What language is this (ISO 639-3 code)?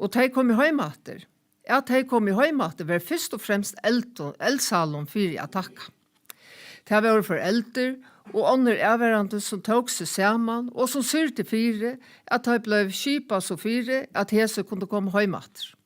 fao